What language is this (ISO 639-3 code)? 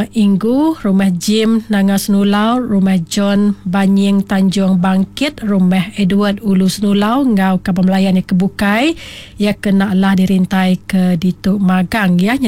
iba